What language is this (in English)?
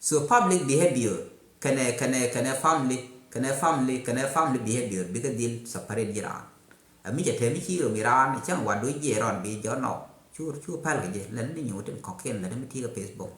Nuer